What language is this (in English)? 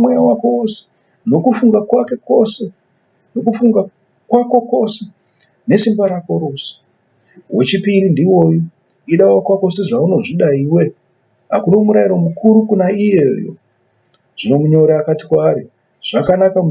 Shona